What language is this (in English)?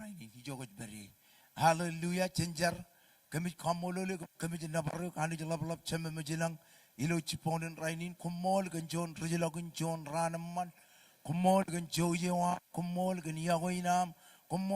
Marshallese